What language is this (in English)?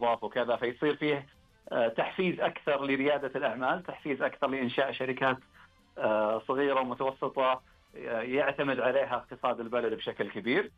Najdi Arabic